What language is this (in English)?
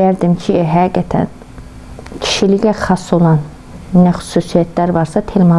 Azerbaijani